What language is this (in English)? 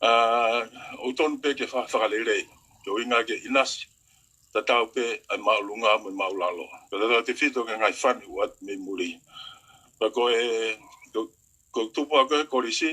Tongan